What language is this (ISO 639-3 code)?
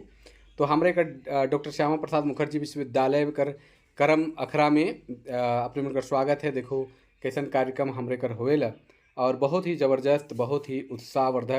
sck